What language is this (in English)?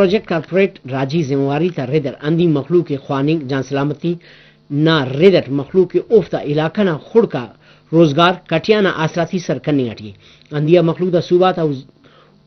Brahui